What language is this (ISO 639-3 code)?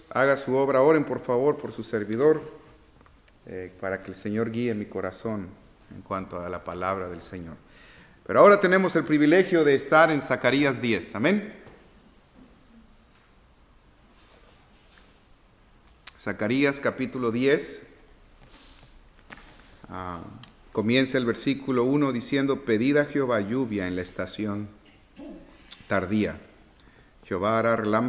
spa